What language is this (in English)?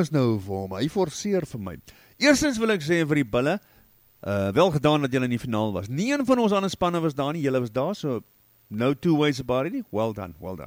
Afrikaans